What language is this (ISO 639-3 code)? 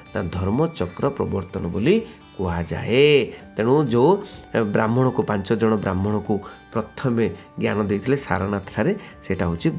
ori